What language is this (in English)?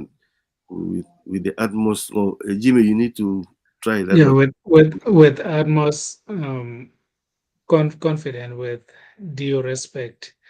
Acoli